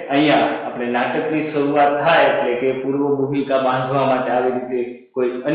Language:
Gujarati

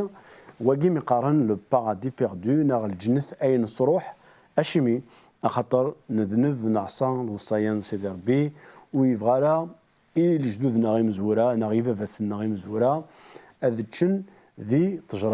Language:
Kabyle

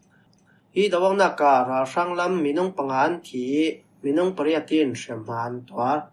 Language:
Falam Chin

